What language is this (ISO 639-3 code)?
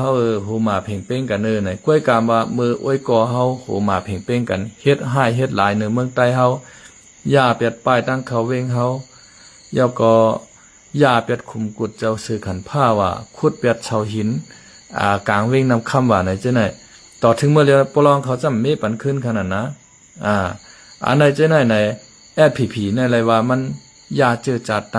shn